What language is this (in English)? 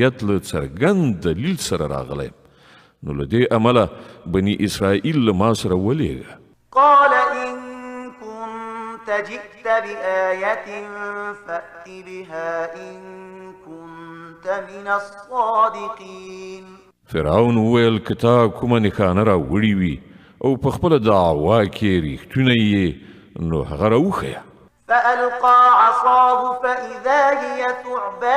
Pashto